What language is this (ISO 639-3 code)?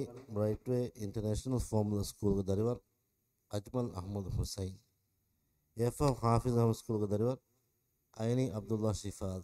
div